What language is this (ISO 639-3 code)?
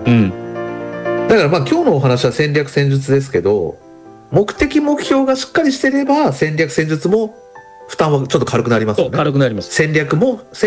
jpn